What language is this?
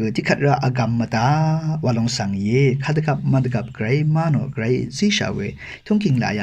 Rawang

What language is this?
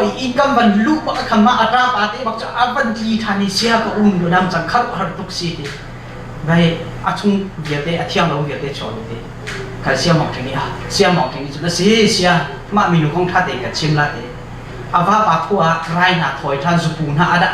Hakha Chin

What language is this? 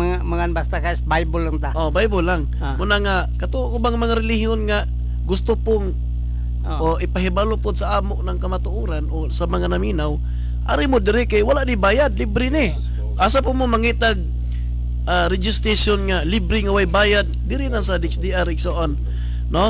Cebuano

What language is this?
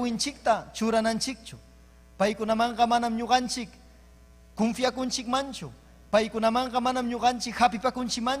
Ayacucho Quechua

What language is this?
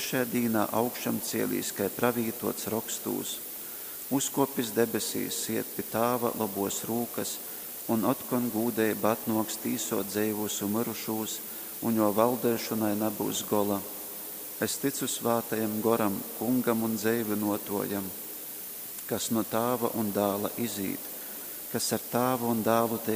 Latgalian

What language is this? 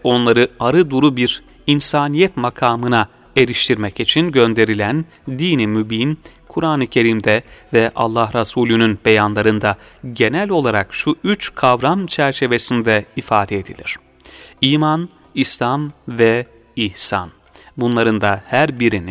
Turkish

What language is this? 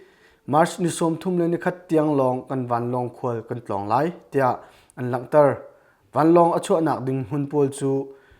Hakha Chin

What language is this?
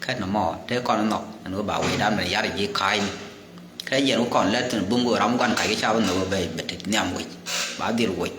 Nuer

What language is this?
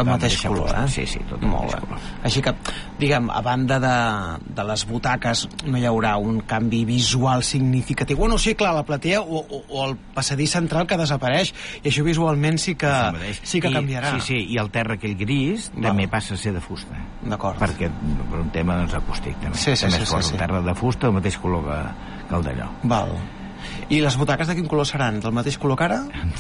Catalan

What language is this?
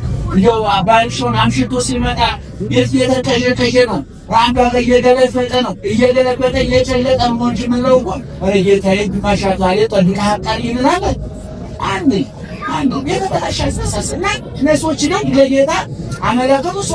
Amharic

